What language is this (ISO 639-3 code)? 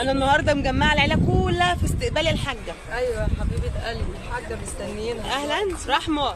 arz